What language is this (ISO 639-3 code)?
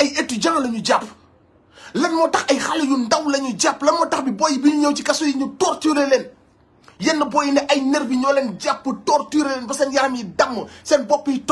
wol